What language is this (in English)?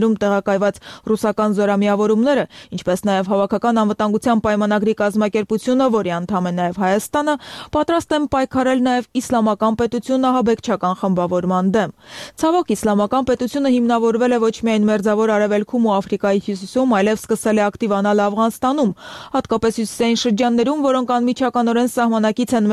Armenian